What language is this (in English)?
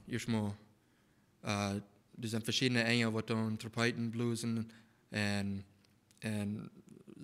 Plautdietsch